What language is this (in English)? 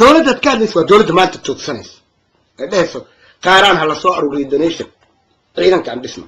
Somali